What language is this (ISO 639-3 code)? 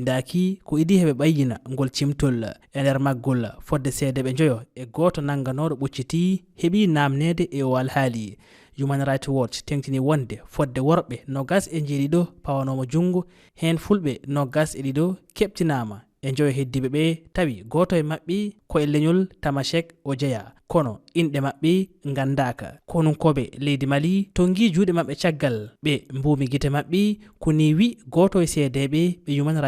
ful